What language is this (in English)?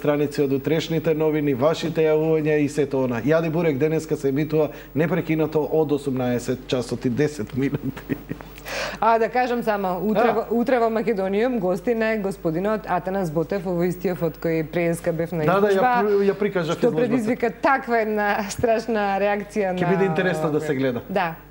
Macedonian